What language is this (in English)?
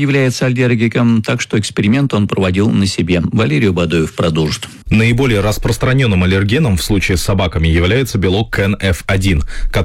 Russian